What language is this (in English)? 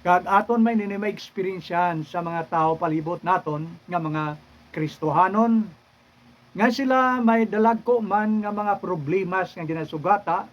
Hiligaynon